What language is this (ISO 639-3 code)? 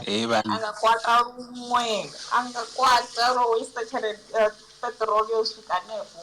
ven